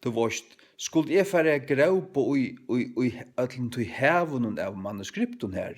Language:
Faroese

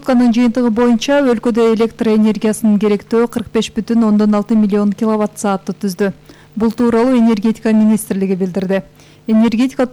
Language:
Kyrgyz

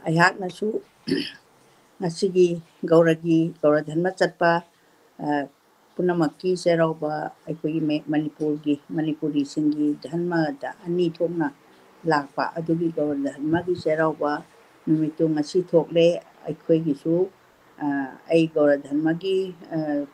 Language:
Manipuri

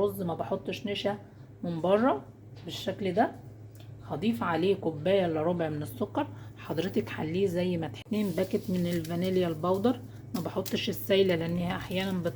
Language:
Egyptian Arabic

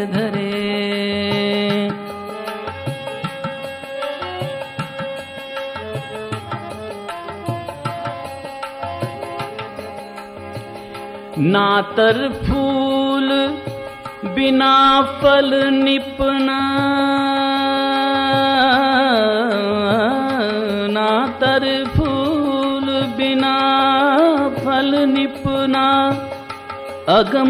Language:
Hindi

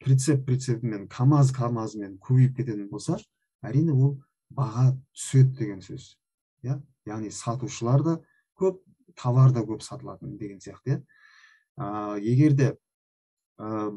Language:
Kazakh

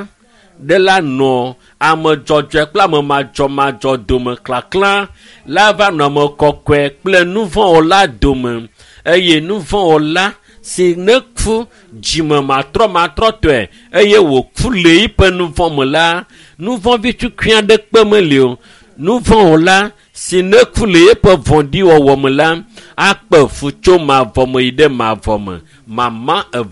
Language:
Ewe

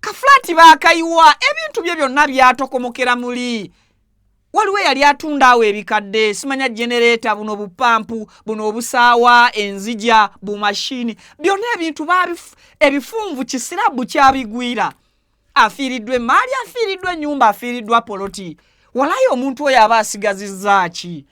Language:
Ganda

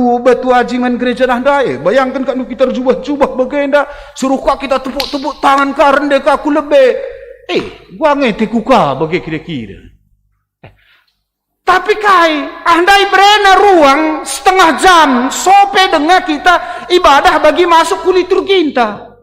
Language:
Batak Karo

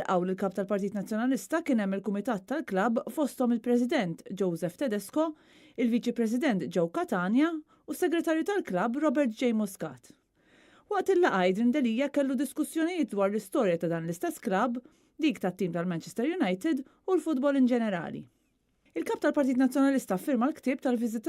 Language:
Maltese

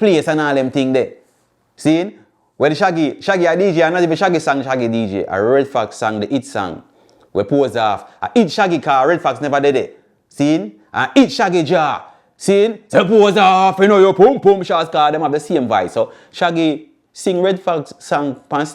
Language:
Jamaican Creole English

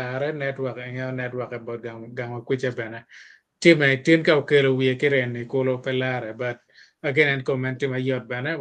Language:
Acoli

